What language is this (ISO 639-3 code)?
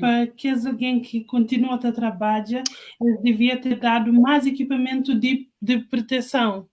kea